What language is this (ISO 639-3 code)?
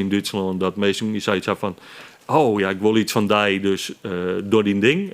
fry